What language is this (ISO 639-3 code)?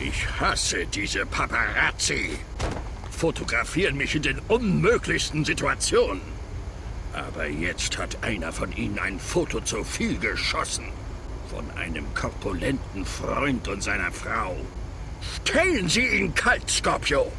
bar